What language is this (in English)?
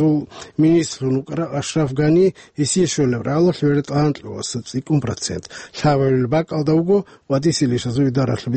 Avaric